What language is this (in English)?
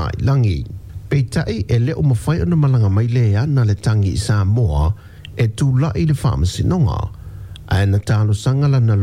Samoan